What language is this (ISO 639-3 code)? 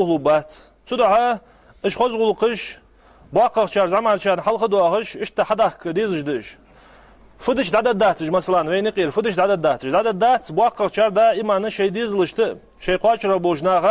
inh